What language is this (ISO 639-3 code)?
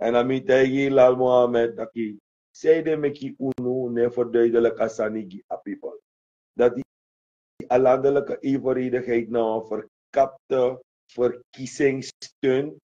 srn